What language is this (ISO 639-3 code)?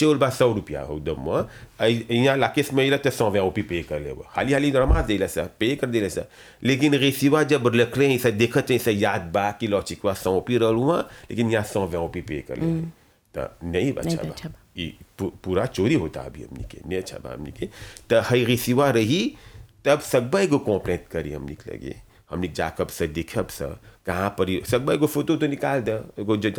bho